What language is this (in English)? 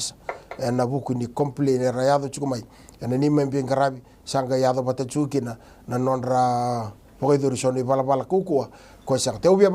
Fijian